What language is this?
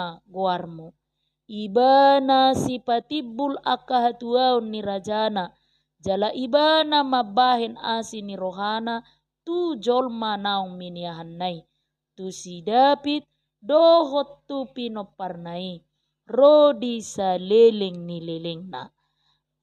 Batak Toba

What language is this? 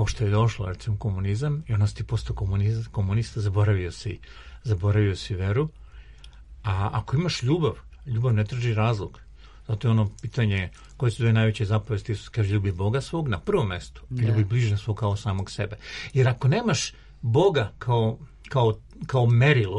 Serbian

